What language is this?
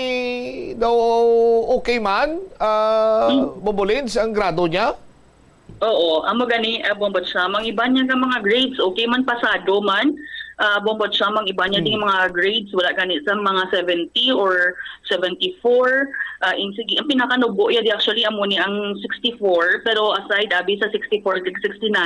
Hiligaynon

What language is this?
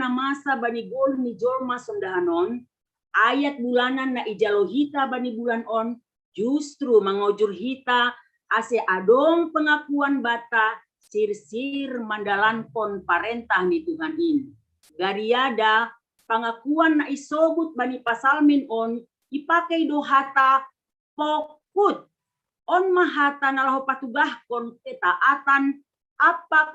Batak Simalungun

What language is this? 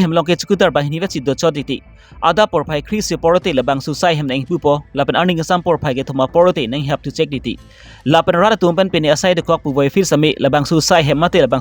Karbi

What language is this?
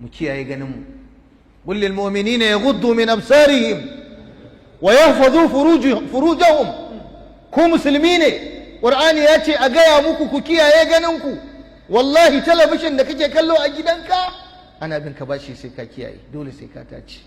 Hausa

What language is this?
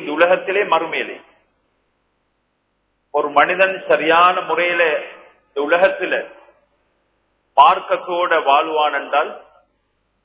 Tamil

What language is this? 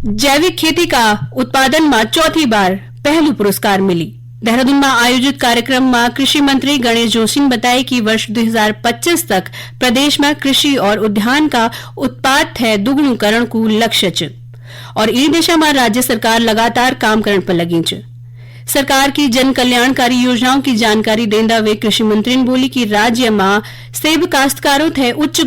Garhwali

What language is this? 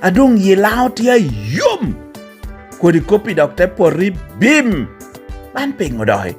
Lango (Uganda)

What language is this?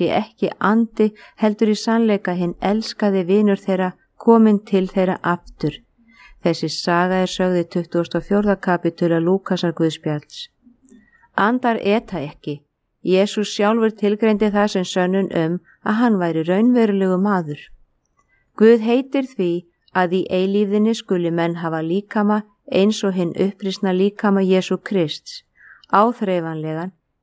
Icelandic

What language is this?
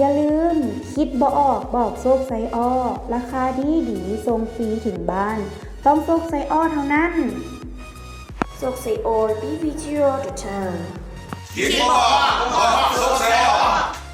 Lao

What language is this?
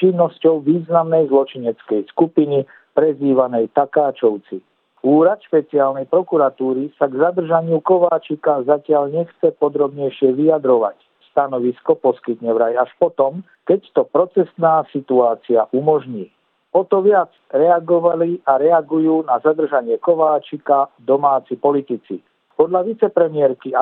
Slovak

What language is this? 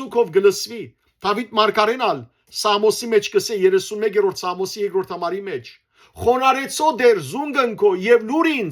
Western Armenian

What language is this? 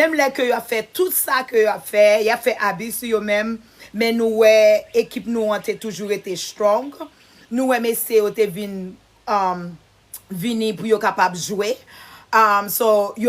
Haitian Creole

